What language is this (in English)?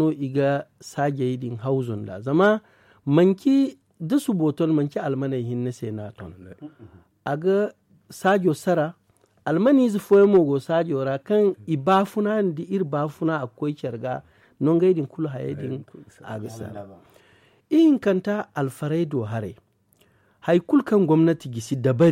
Zarma